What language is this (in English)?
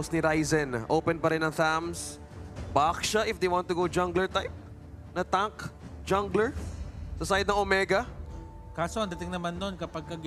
Filipino